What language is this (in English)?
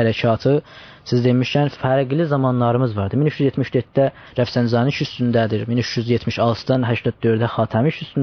South Azerbaijani